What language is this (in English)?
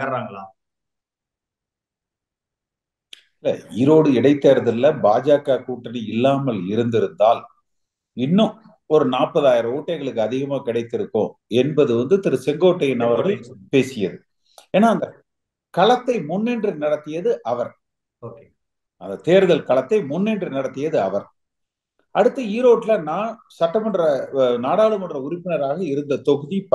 Tamil